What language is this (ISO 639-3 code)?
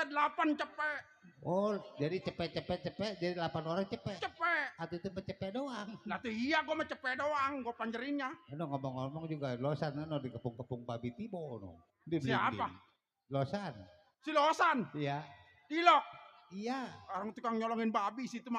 bew